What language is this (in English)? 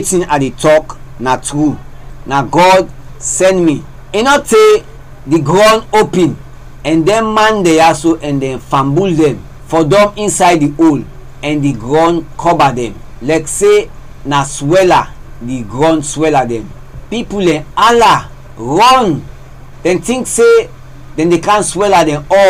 Krio